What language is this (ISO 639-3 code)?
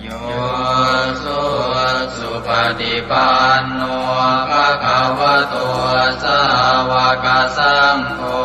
pli